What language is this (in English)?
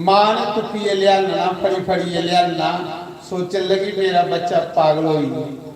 Dogri